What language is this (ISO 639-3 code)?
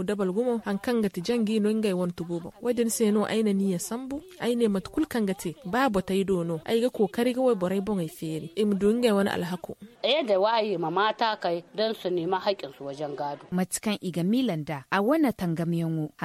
dje